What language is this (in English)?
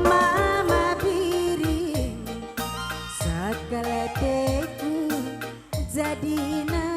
Batak Karo